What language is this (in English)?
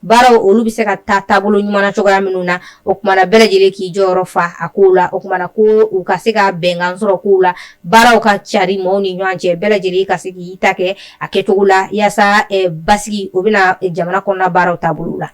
Bambara